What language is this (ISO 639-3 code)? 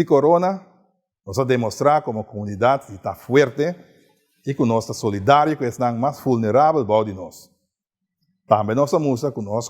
pap